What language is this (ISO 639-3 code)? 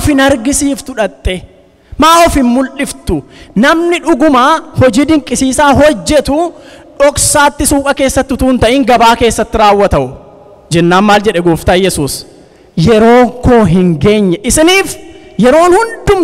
orm